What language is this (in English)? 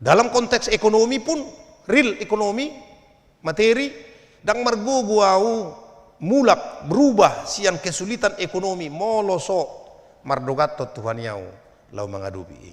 Batak Toba